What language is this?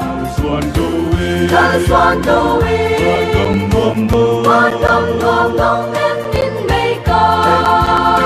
Paite Chin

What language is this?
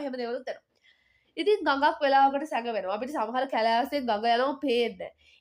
Sinhala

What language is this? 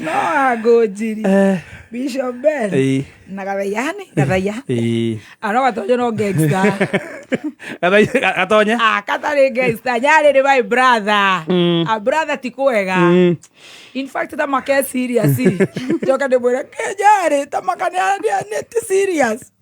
Kikuyu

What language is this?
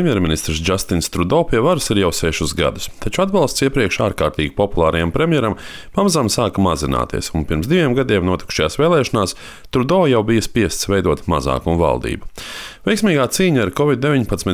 Latvian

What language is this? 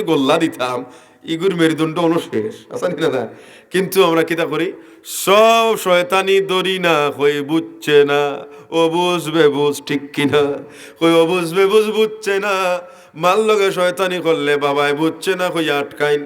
Sylheti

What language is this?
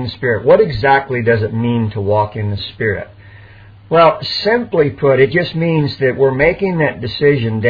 English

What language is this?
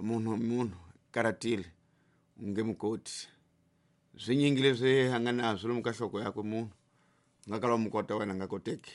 Tsonga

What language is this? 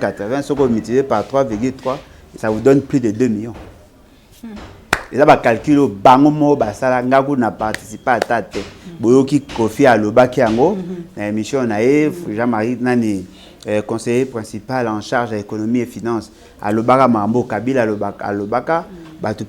Lingala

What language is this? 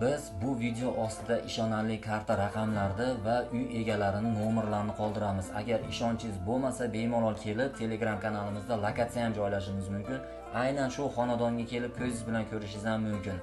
Uzbek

